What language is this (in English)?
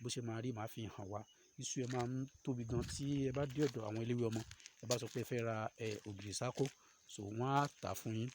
Yoruba